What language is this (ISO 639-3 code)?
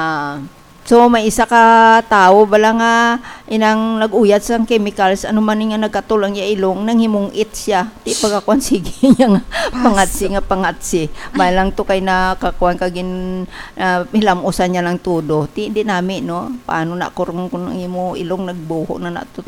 hil